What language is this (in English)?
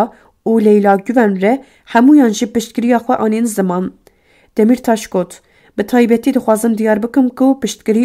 Kurdish